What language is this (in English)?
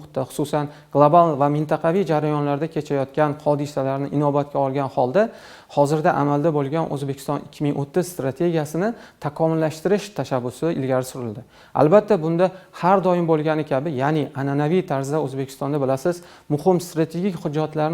Uzbek